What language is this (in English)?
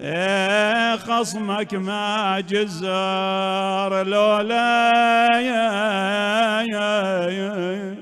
Mesopotamian Arabic